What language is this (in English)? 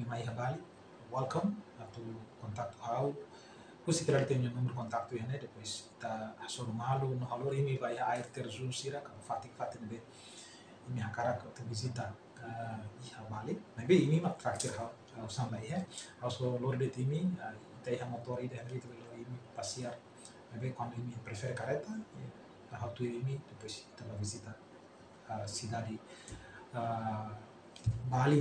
Tetum